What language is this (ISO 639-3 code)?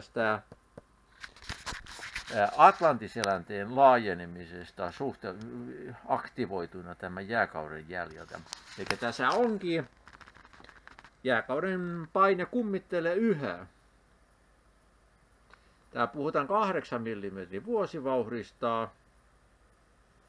fin